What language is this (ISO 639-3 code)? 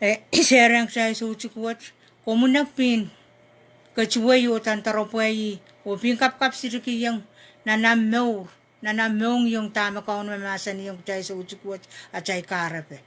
pon